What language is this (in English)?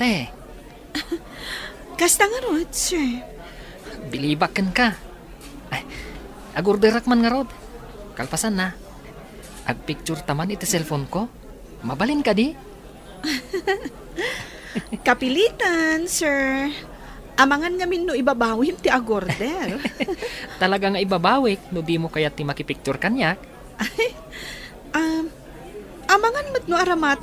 Iloko